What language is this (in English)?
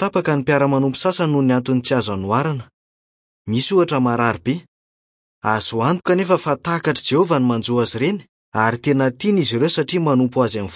Malagasy